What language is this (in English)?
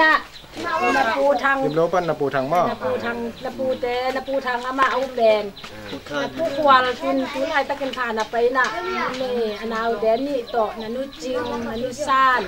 Tedim Chin